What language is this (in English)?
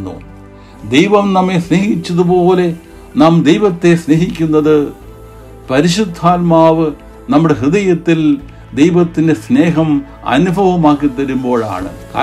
Malayalam